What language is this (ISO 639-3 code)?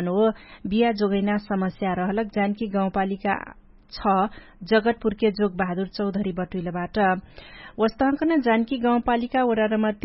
thl